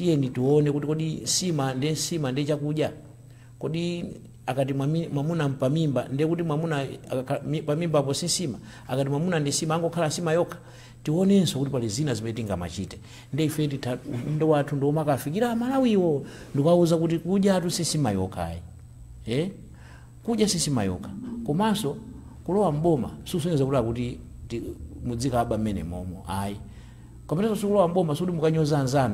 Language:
Nyanja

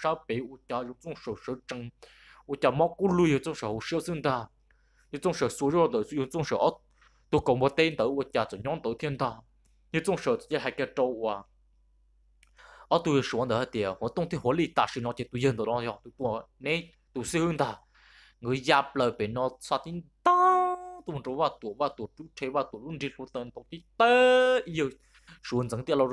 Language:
Vietnamese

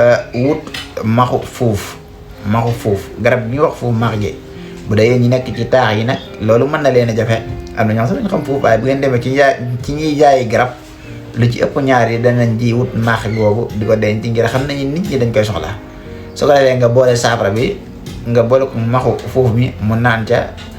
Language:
Wolof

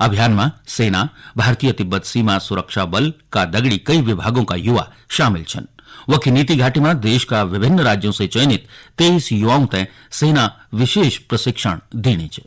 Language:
Garhwali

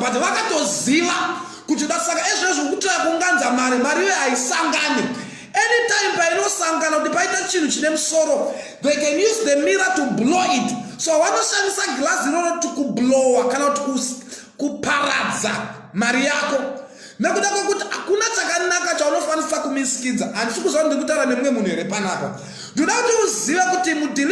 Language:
Shona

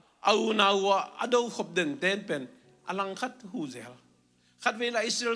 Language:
Tedim Chin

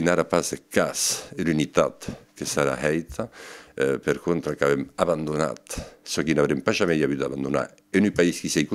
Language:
Occitan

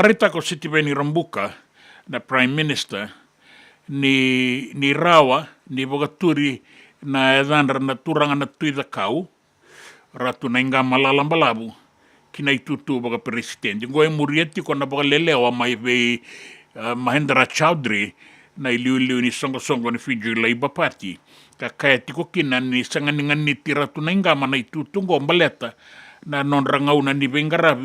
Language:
Fijian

